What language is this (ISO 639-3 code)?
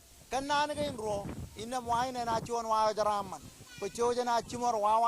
mah